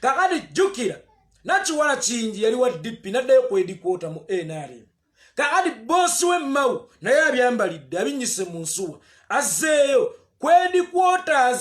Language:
Ganda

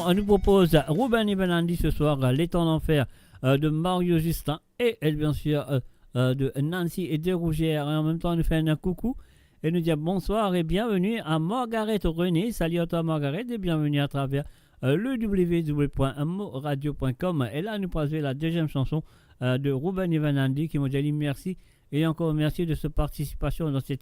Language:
Morisyen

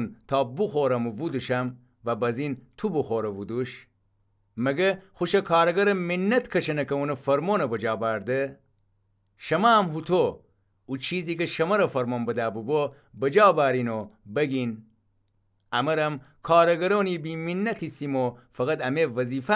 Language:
Gilaki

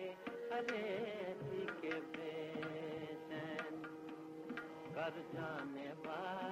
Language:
Hindi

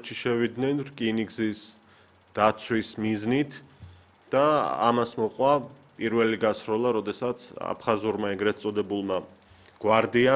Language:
Georgian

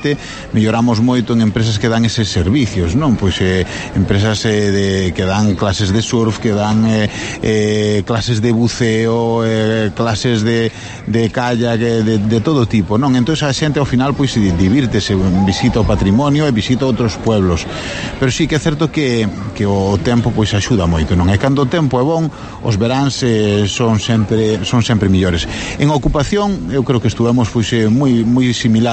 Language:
Galician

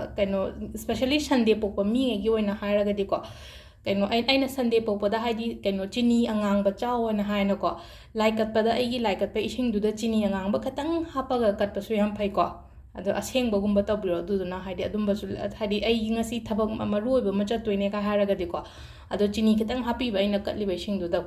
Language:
Manipuri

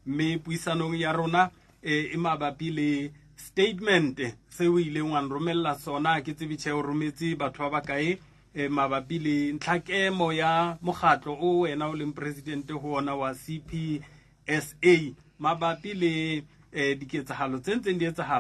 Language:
Southern Sotho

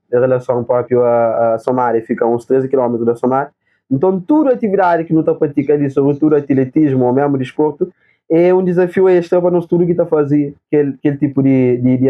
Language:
Kabuverdianu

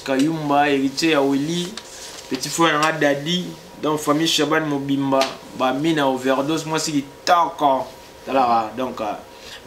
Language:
Lingala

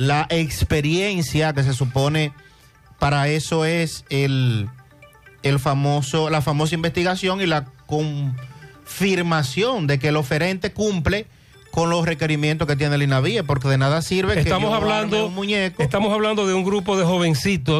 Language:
Spanish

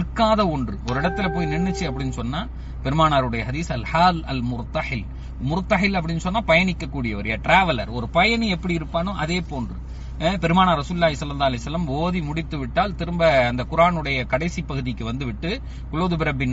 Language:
Tamil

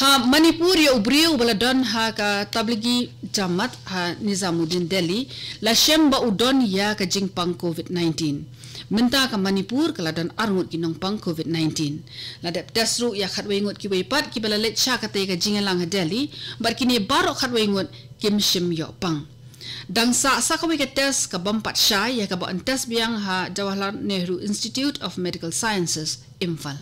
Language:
Khasi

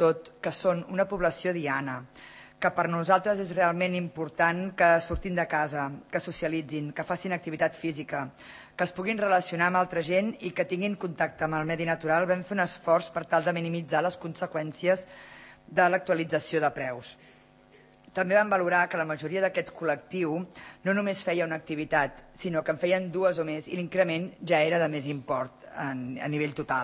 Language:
Catalan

